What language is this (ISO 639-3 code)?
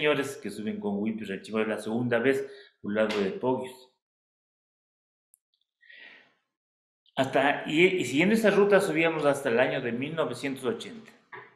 spa